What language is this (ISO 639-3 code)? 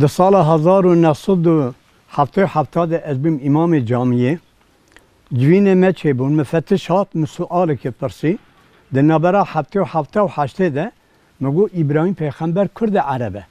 kur